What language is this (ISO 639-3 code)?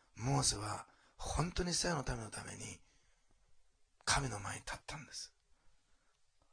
jpn